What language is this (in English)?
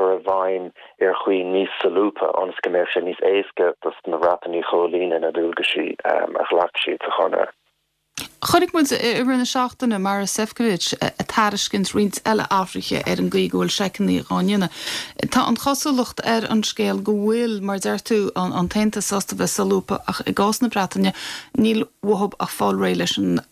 Irish